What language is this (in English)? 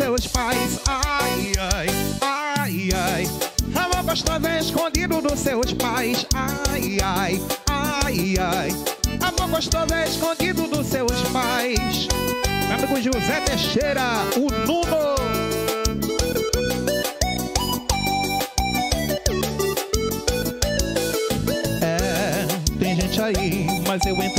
Portuguese